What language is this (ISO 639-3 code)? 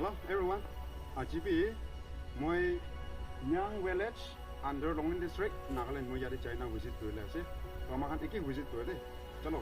nag